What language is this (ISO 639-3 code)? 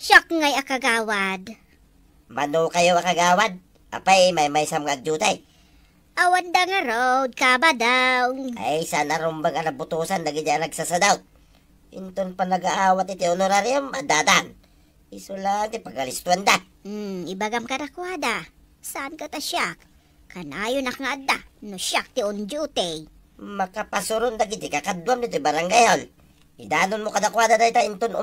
ilo